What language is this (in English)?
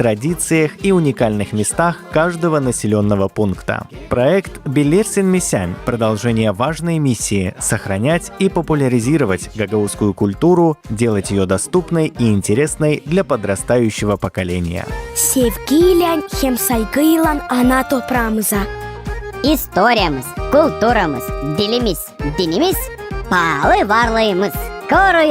Gagauz